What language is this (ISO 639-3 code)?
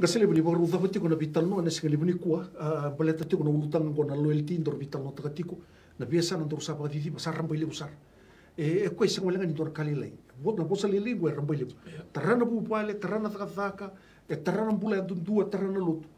glg